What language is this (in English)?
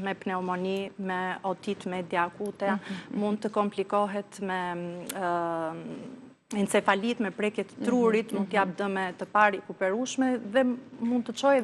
Albanian